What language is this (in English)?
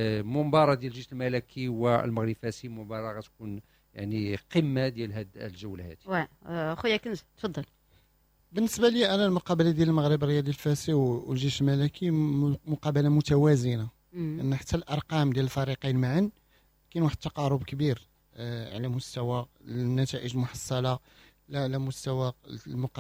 Moroccan Arabic